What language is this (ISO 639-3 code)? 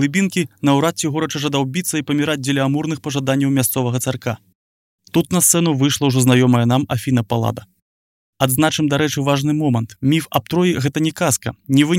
bel